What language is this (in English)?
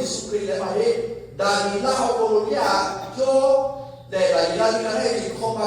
Lahu